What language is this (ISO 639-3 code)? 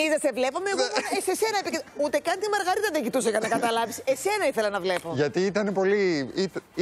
ell